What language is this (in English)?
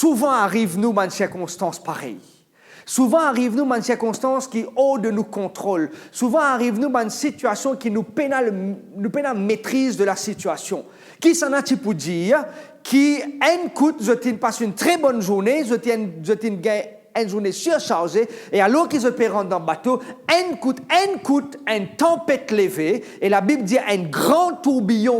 Morisyen